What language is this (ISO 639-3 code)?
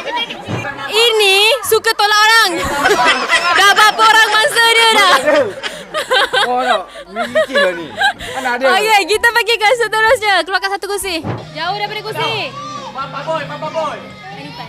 msa